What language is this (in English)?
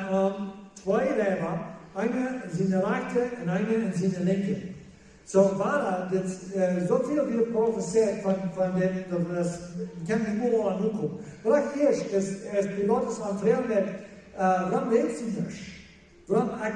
Plautdietsch